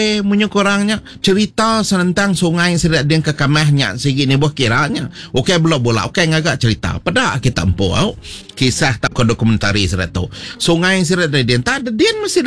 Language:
Iban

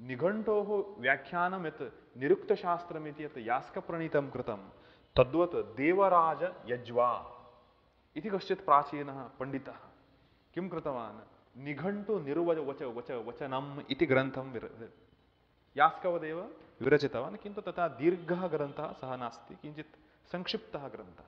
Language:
Sanskrit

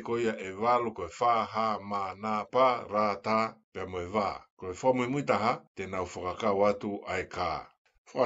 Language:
Tongan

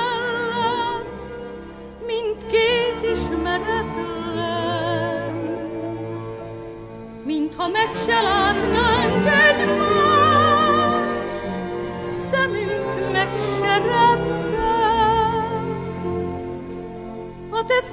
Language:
Hungarian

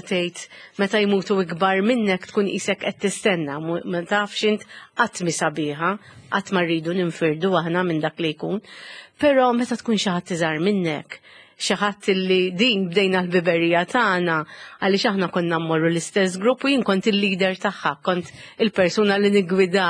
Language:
Maltese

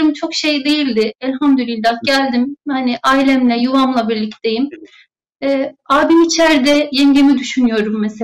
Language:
Turkish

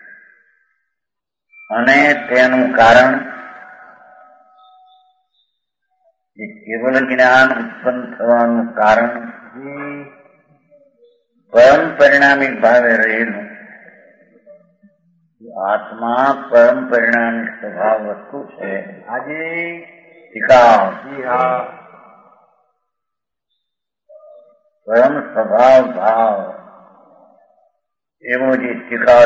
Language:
Gujarati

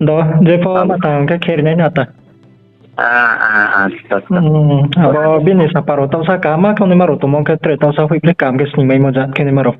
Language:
Riang (India)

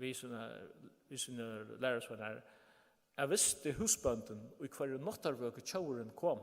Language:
Faroese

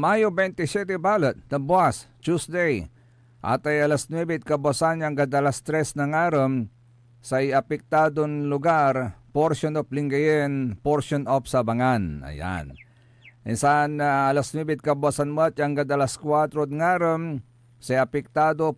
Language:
Pangasinan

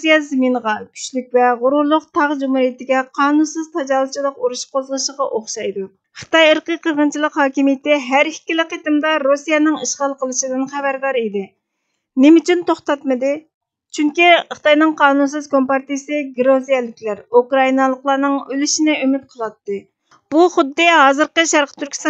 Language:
Uyghur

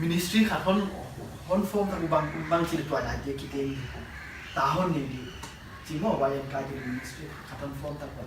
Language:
Paite Chin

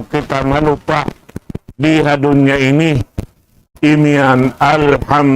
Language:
Tausug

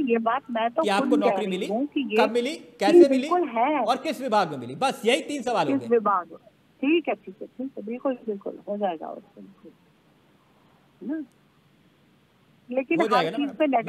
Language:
Hindi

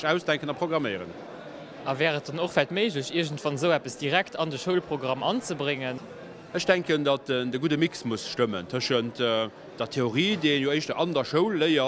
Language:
Luxembourgish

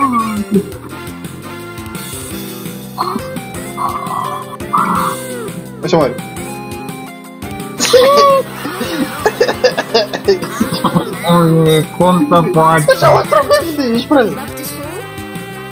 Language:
Romanian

